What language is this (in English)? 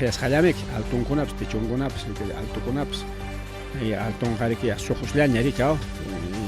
Ayacucho Quechua